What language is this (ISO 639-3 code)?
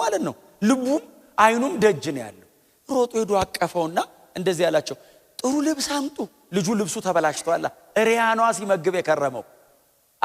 amh